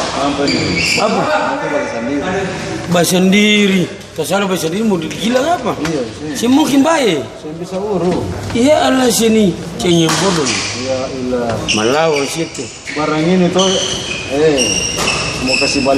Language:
Ambonese Malay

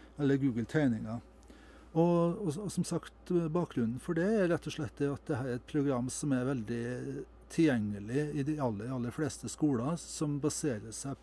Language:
Norwegian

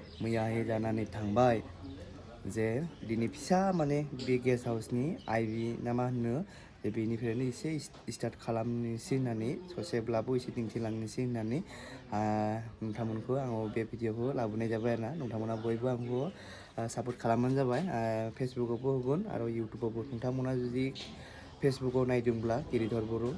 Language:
Bodo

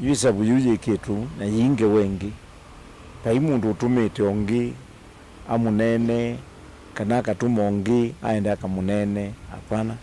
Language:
Kamba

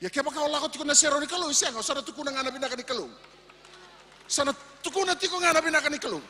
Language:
Fijian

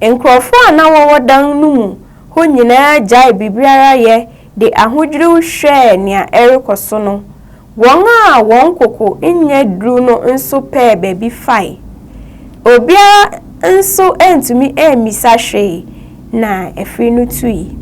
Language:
Akan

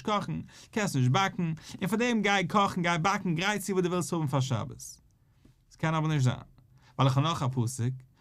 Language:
Yiddish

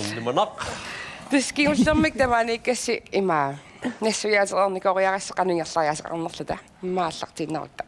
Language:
Kalaallisut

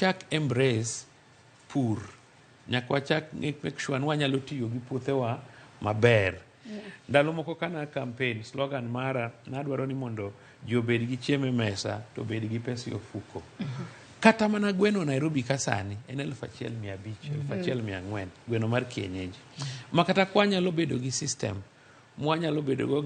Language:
Luo (Kenya and Tanzania)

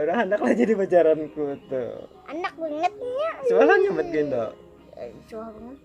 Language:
Banjar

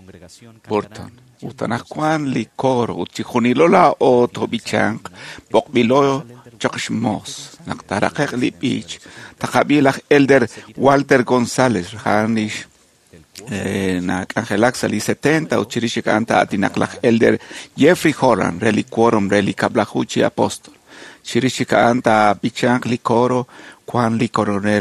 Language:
Kekchí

